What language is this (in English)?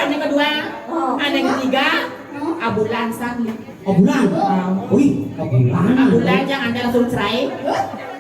Balinese